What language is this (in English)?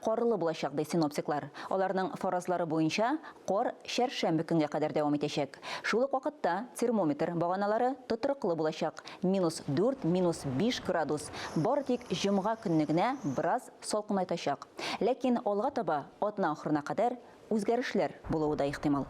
Tatar